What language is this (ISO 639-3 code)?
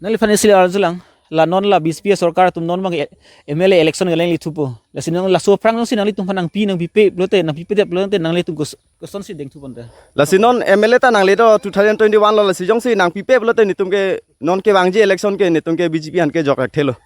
mjw